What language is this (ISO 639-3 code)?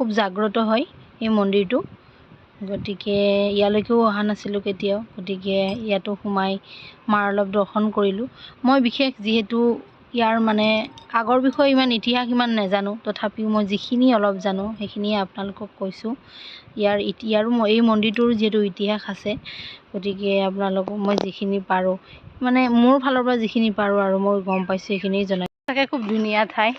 asm